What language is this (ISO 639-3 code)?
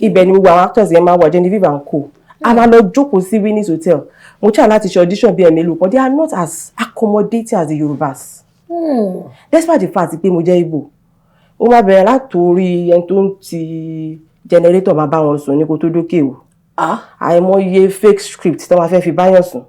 yor